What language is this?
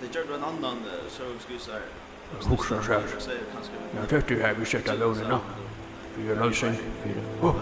Faroese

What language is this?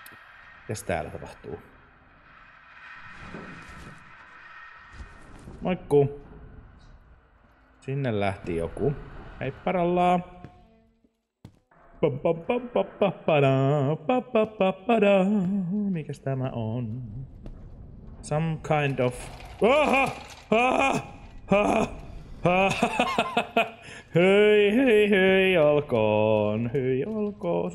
Finnish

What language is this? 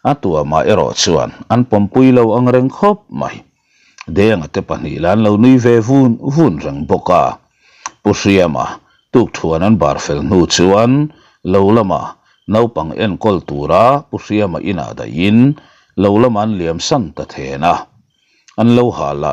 Mizo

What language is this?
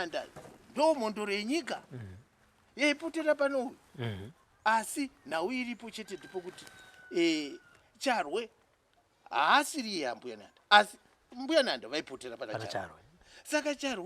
Shona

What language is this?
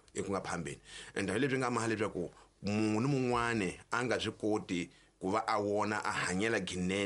Tsonga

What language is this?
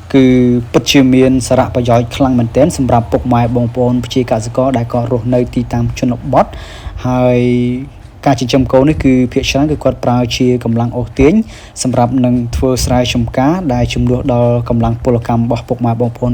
Khmer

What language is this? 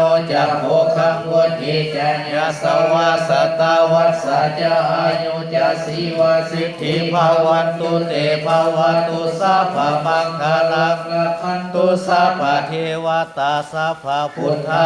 Pali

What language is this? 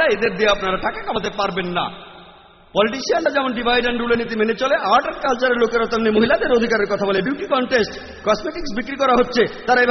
Bangla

